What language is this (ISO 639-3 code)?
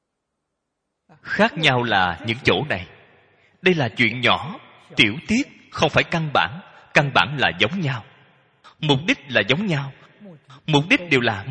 vie